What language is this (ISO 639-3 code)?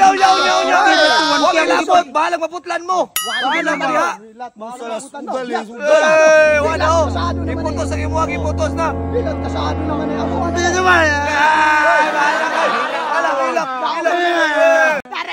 ceb